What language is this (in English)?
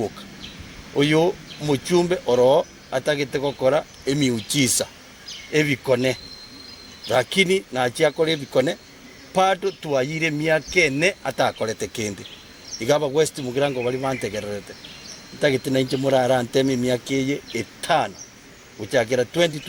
Gusii